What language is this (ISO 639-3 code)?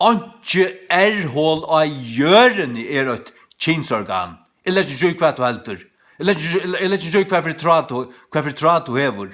fao